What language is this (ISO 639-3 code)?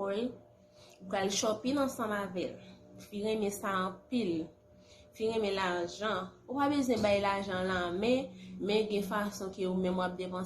hat